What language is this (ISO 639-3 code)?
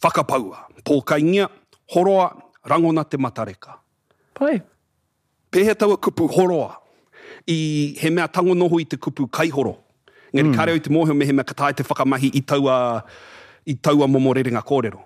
mri